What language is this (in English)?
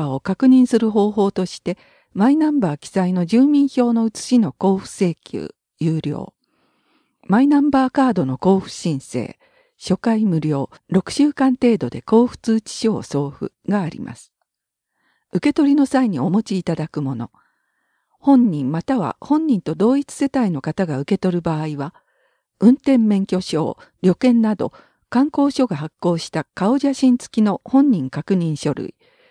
Japanese